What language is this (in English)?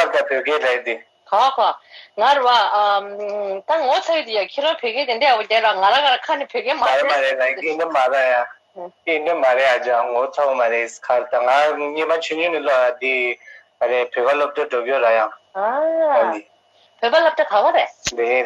Tibetan